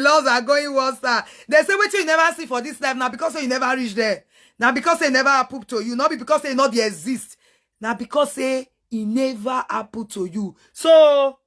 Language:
Nigerian Pidgin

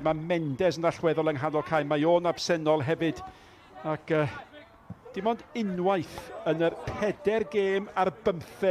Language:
Welsh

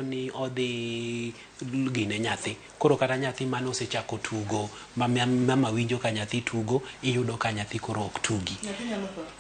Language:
Luo (Kenya and Tanzania)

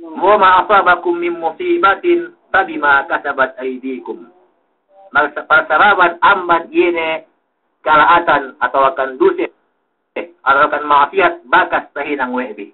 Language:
Yakan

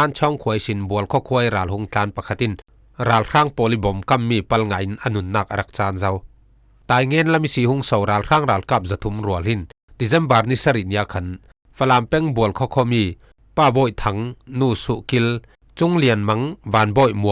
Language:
Falam Chin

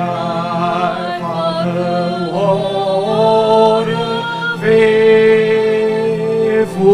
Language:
Nias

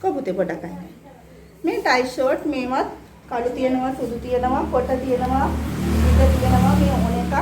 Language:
Sinhala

